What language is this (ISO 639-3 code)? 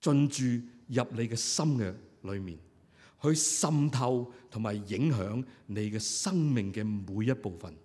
yue